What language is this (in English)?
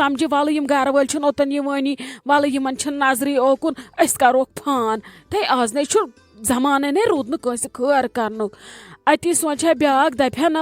Kashmiri